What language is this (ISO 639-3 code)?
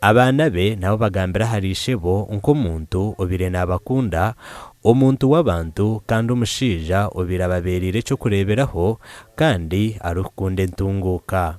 nyn